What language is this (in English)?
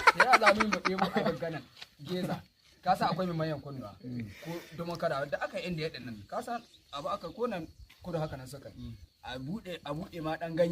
Hausa